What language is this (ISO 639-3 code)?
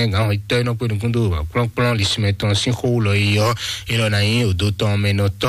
fon